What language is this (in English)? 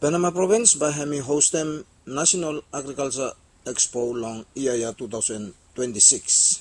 Bislama